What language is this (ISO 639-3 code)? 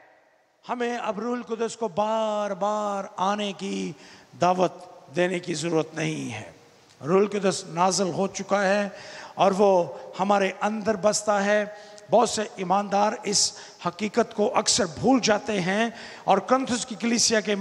urd